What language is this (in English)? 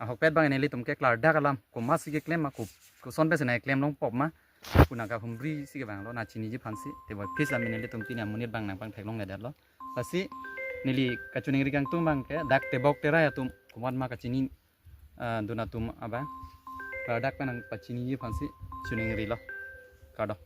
Karbi